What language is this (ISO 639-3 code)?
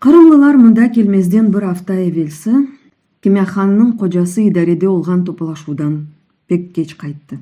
crh